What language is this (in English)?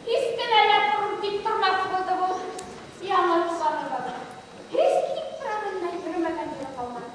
Bashkir